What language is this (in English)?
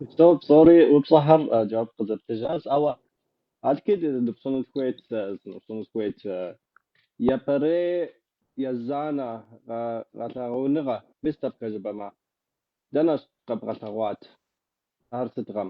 Kabardian